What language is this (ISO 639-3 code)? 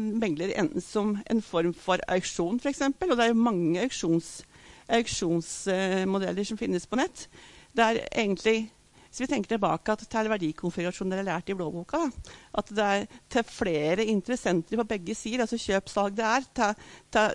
nor